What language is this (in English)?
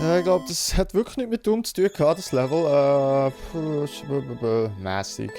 Swiss German